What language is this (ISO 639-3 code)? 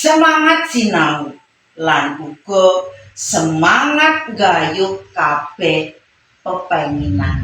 jav